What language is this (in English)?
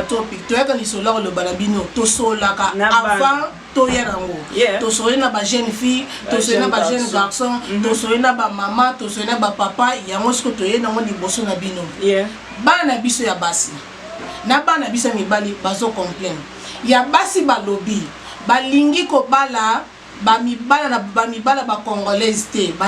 Lingala